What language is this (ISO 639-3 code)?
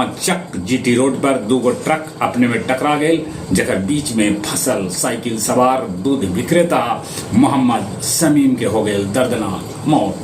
mag